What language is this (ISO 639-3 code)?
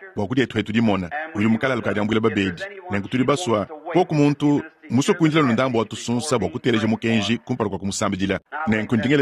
lua